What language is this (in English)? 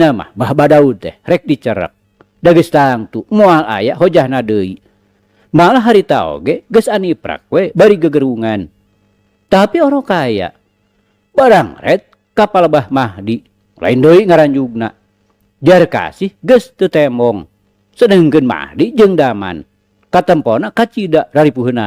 Sundanese